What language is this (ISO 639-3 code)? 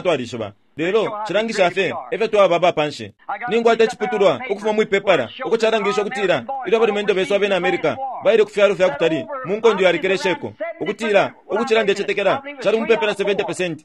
bem